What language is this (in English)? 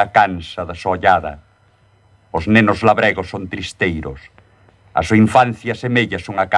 Galician